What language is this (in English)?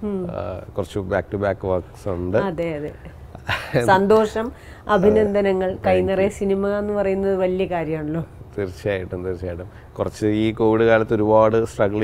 Malayalam